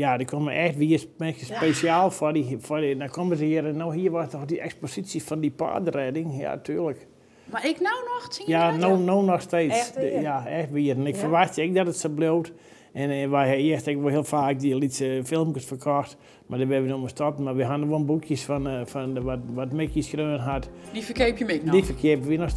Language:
Western Frisian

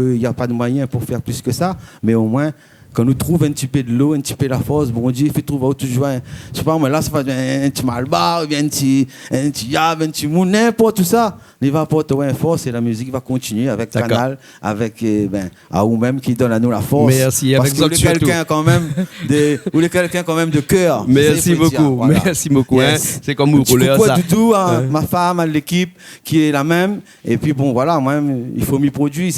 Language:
Réunion Creole French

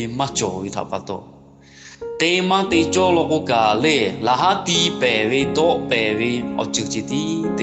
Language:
Lahu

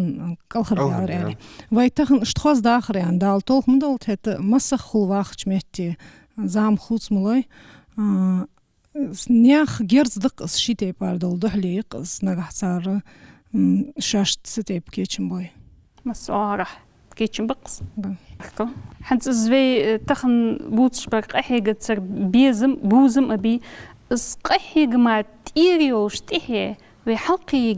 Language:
Ingush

